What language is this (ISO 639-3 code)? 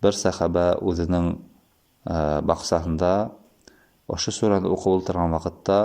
bak